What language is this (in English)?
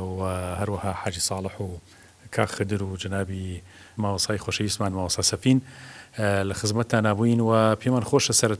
Central Kurdish